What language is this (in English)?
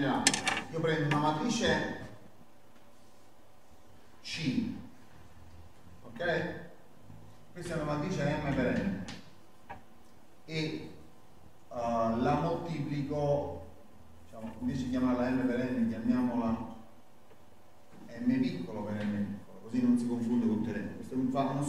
Italian